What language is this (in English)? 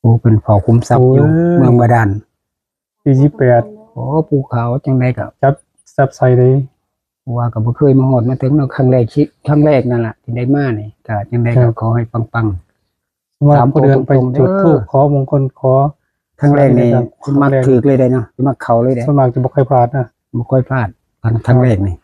Northeastern Thai